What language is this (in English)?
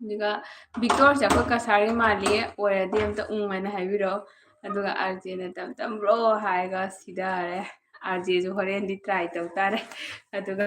Manipuri